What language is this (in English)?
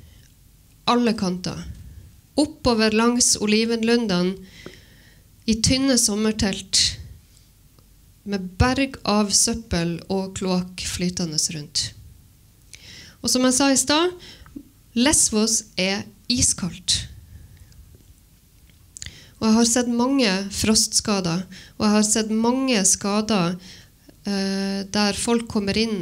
Norwegian